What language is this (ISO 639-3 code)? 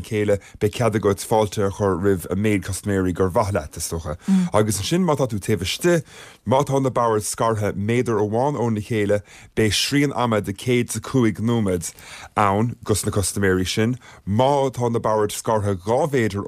gle